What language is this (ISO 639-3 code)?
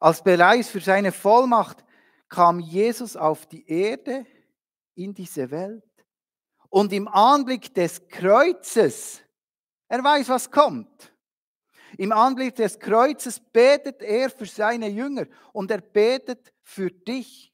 gsw